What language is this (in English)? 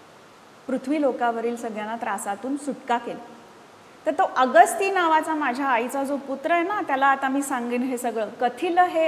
Marathi